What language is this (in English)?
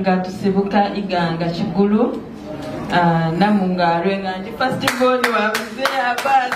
Soga